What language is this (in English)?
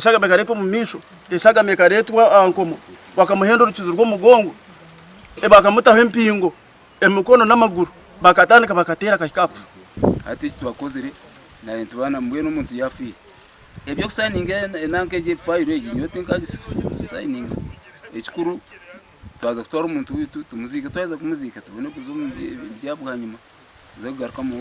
Nyankole